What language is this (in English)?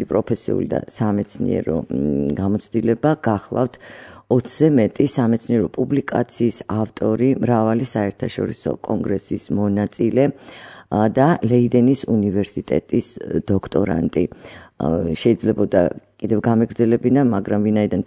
Georgian